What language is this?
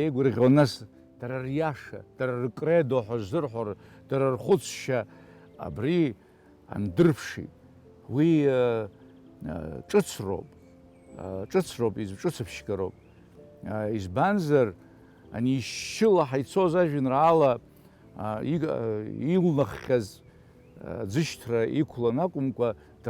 Abkhazian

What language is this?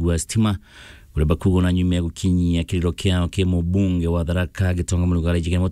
Meru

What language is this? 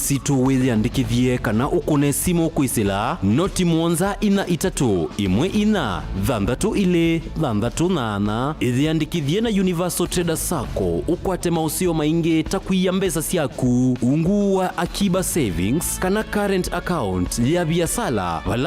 Kamba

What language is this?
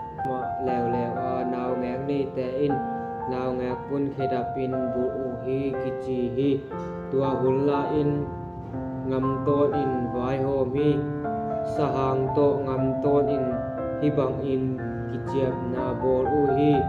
Tedim Chin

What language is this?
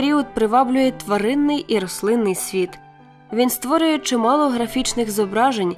Ukrainian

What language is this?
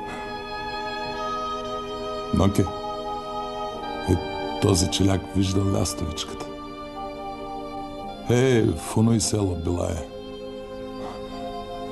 Bulgarian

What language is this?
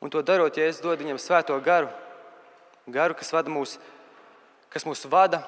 Latvian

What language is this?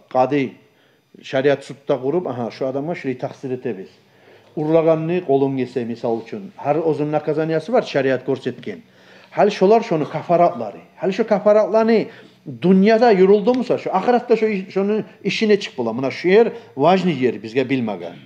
Kumyk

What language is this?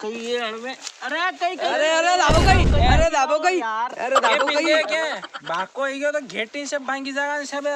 Rajasthani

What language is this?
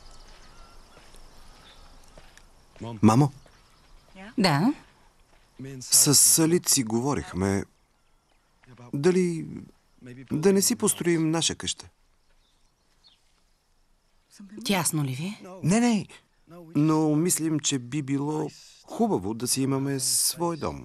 Bulgarian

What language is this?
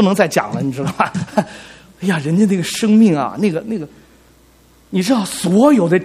Chinese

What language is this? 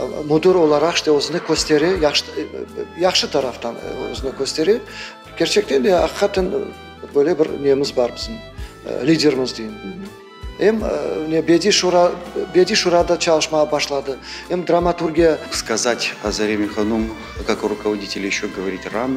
Crimean Tatar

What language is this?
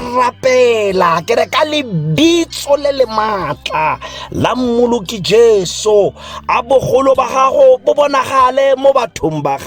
Tswana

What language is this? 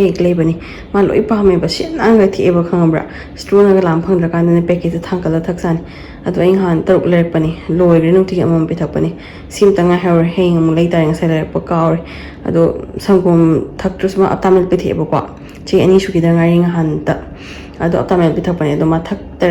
Manipuri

